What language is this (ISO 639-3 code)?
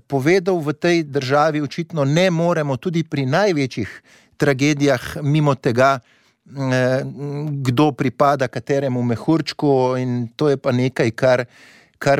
slv